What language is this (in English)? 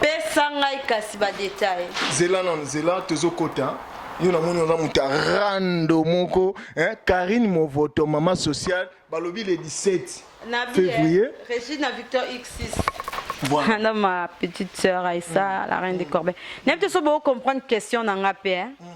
Lingala